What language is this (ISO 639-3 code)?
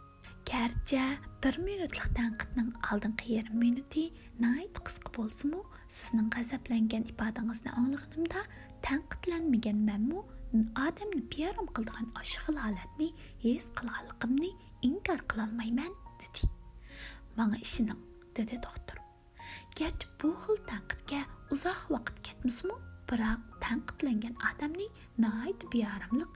uig